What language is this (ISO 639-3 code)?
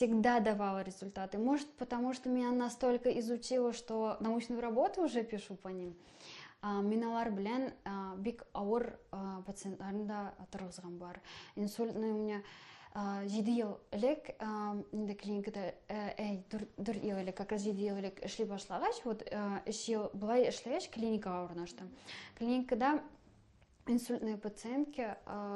tat